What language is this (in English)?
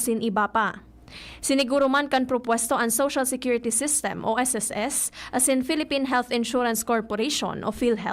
Bikol